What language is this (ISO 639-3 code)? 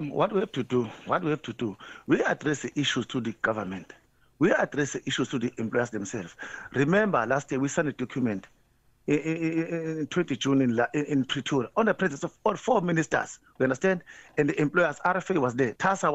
eng